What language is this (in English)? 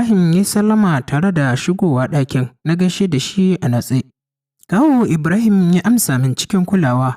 Hausa